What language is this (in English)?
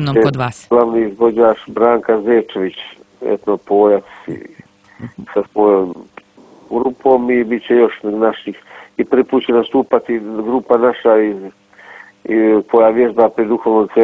Croatian